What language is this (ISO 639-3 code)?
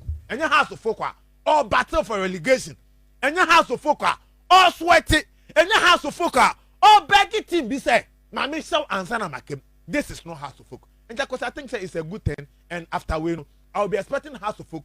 aka